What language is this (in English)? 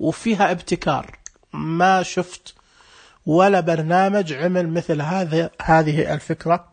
Najdi Arabic